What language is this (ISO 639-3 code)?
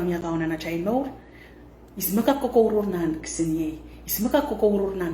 pon